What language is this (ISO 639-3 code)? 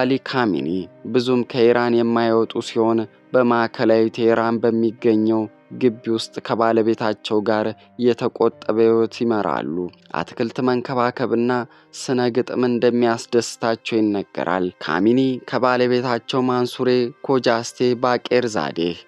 amh